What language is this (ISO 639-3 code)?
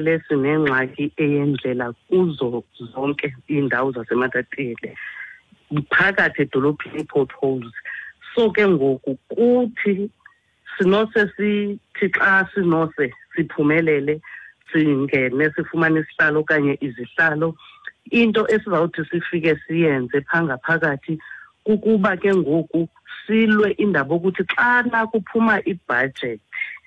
xho